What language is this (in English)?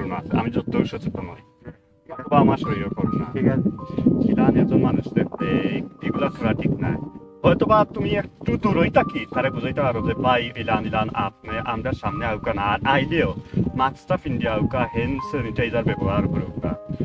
Sylheti